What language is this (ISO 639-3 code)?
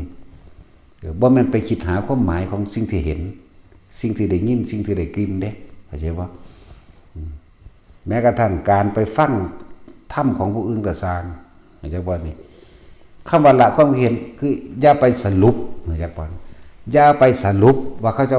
tts